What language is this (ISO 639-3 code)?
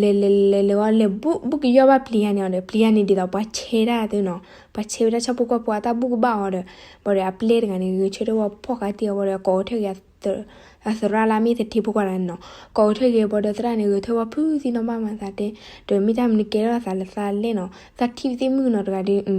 ksw